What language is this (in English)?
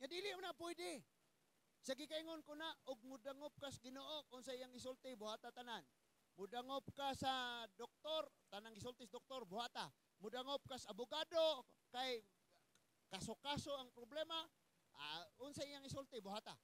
Cebuano